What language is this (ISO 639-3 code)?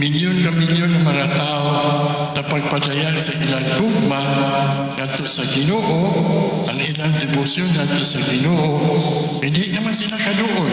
ceb